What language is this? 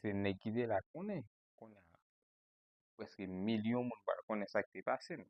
Haitian Creole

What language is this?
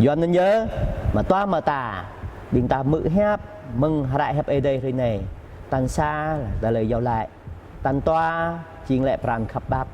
Jarai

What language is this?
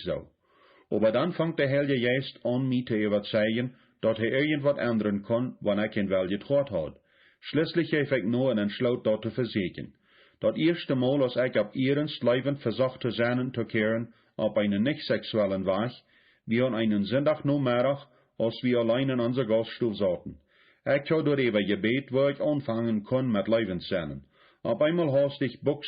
Plautdietsch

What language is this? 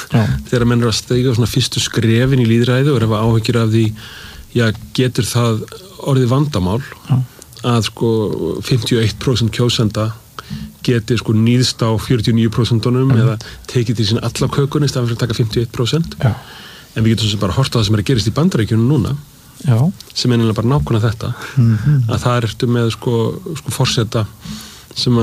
Icelandic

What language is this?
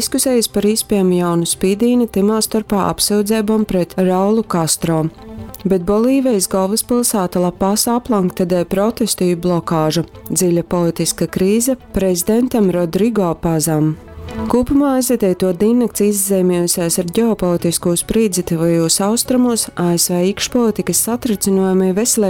Latgalian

